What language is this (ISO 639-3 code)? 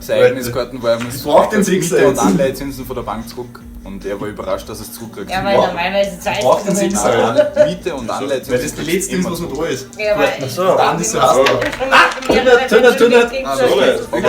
bar